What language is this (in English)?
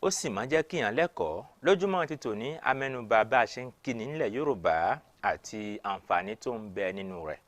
Yoruba